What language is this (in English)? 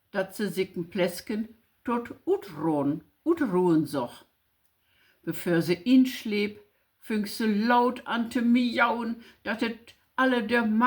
Low German